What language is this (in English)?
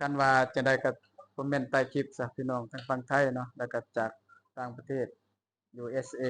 Lao